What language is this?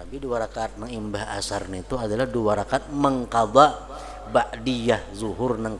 Banjar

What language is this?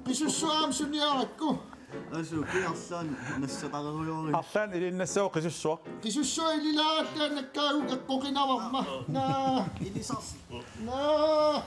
Kalaallisut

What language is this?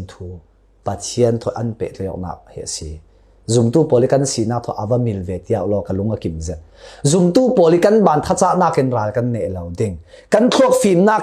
Falam Chin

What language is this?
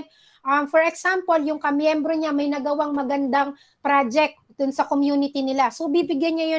Filipino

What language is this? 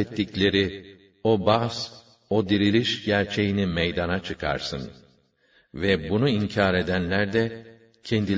Turkish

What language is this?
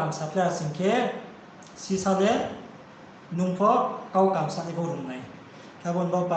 Riang (India)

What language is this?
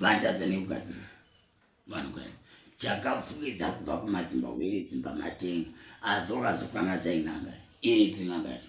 Shona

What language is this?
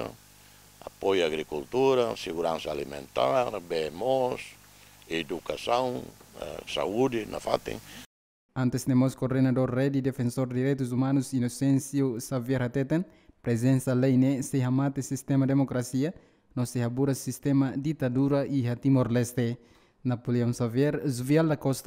Tetum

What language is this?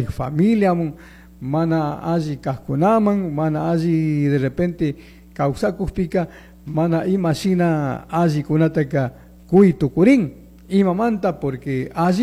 Chimborazo Highland Quichua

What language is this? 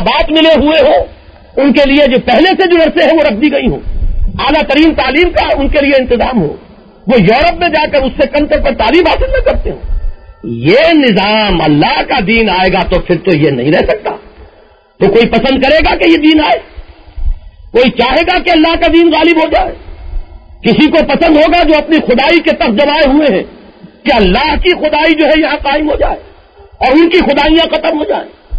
Urdu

